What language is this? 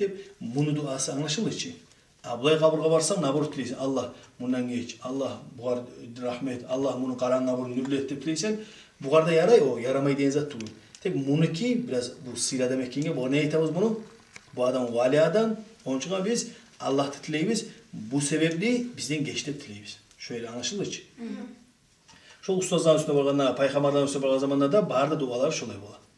Kumyk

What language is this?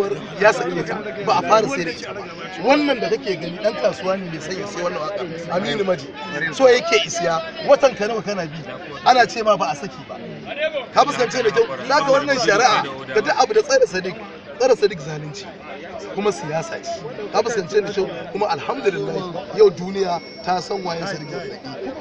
Hausa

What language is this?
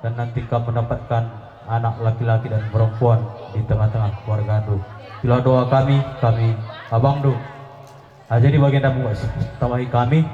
Batak Karo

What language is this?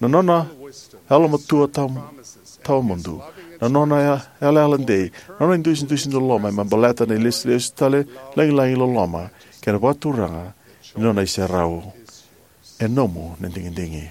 Fijian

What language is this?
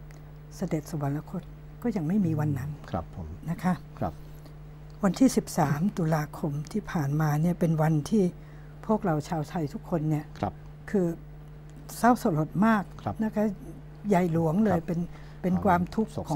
Thai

